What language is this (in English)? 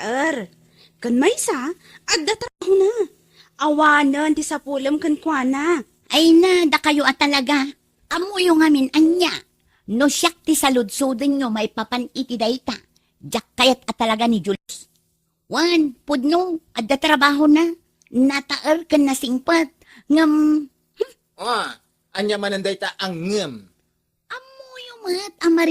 Iloko